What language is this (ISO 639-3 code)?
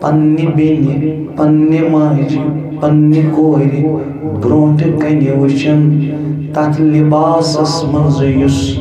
kas